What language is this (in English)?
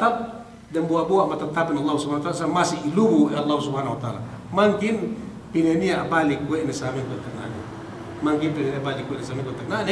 Yakan